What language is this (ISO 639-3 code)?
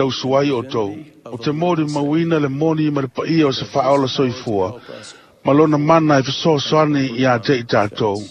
smo